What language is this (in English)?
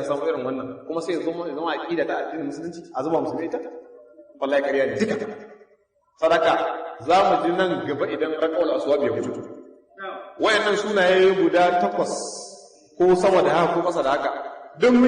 Hausa